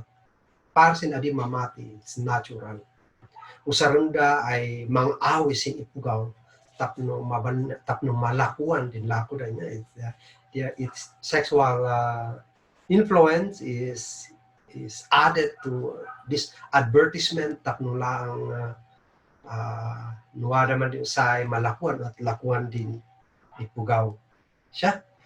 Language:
Kankanaey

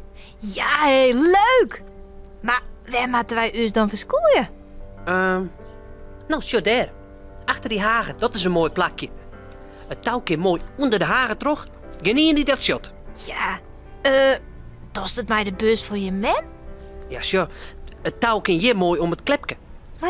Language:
Western Frisian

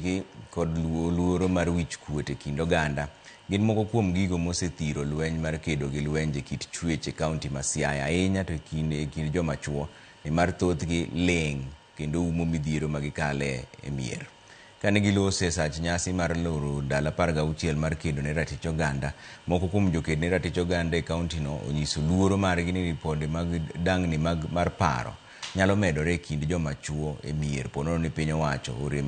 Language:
Luo (Kenya and Tanzania)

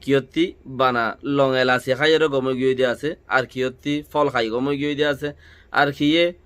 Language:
Rohingya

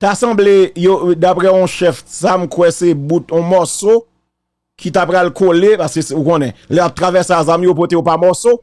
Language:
Haitian Creole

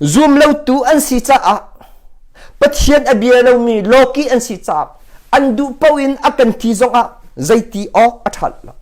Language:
Hakha Chin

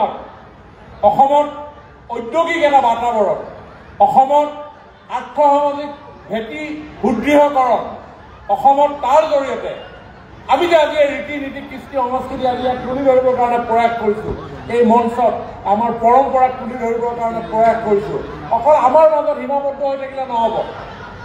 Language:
Assamese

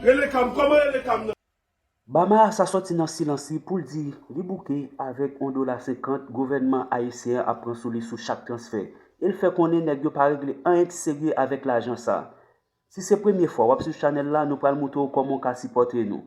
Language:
Haitian Creole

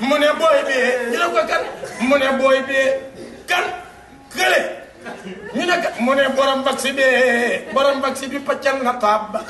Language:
Wolof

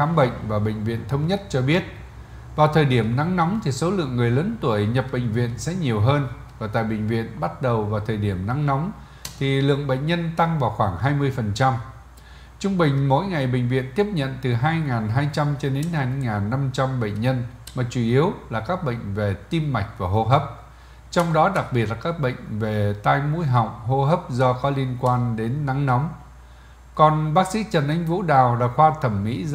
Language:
Vietnamese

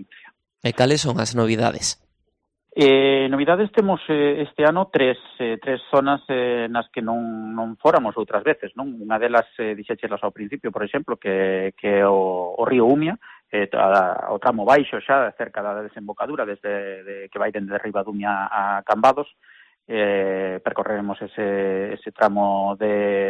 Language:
Galician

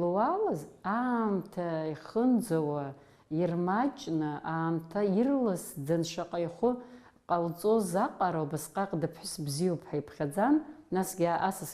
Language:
Abkhazian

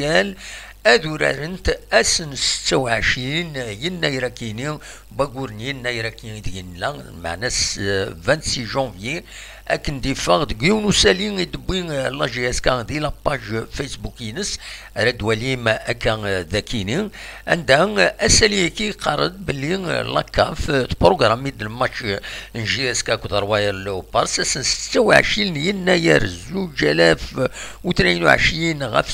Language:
Kabyle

